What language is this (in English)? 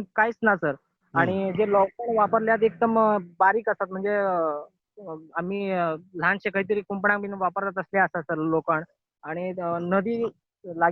Konkani